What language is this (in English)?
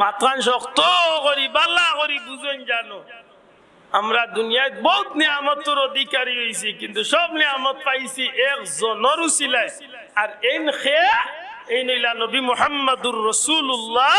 Sylheti